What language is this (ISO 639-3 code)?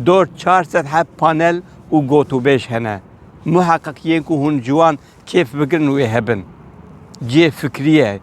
kur